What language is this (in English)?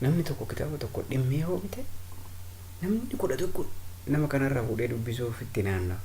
Oromo